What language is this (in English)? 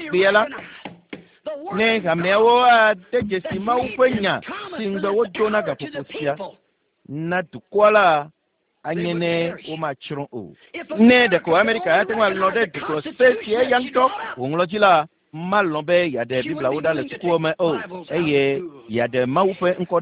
Ewe